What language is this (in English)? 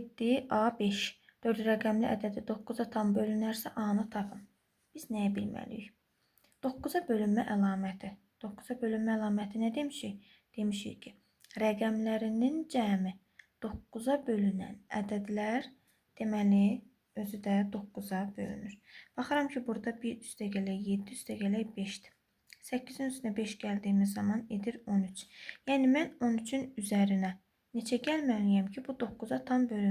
Azerbaijani